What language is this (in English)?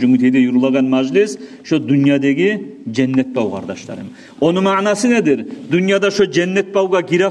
Kumyk